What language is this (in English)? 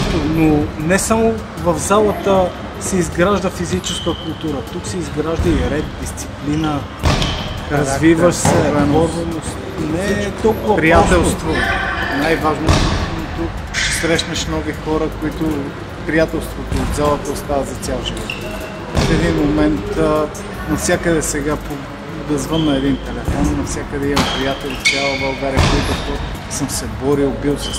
Bulgarian